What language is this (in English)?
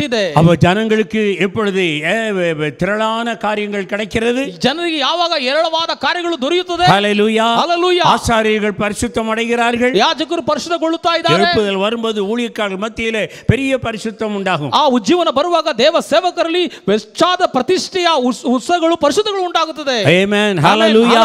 Tamil